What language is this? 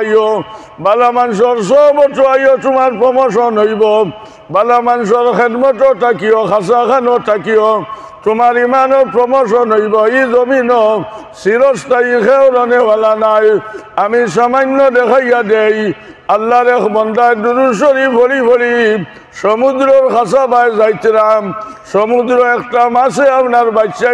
Sylheti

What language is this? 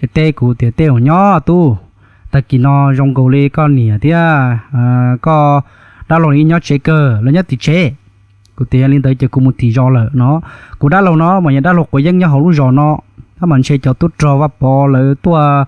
Hmong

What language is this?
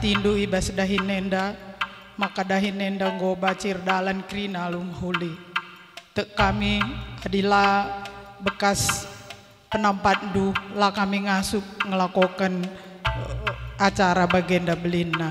Batak Karo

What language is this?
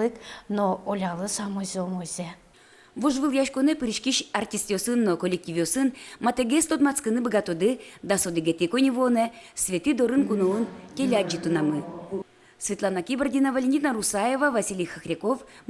Udmurt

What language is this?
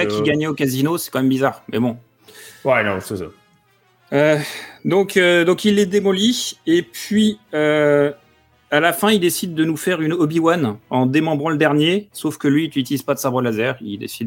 French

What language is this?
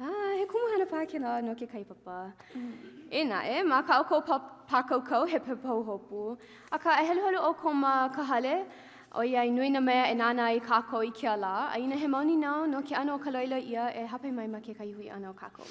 Hawaiian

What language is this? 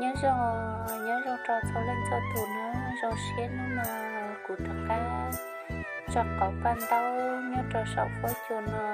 Hmong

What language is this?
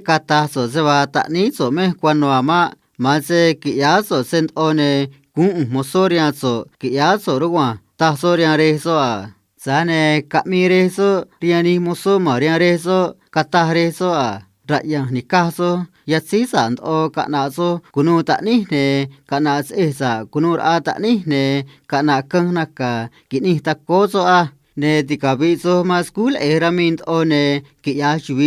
Copala Triqui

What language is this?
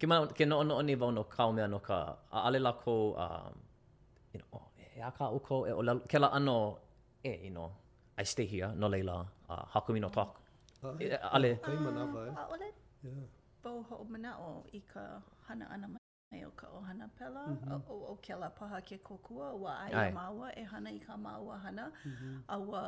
Hawaiian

